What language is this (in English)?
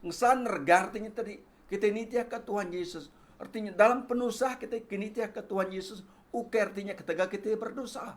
Iban